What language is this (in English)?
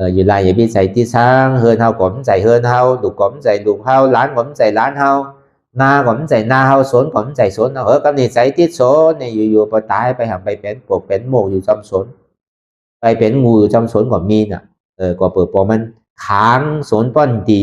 Shan